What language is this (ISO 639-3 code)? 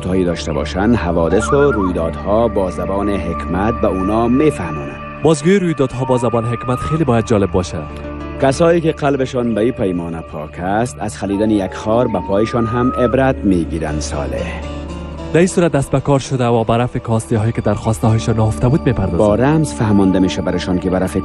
fas